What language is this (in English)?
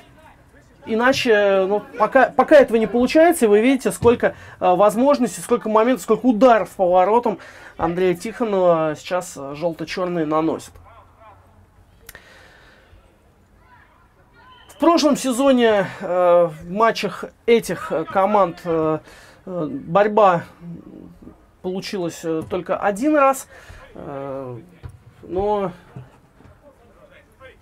Russian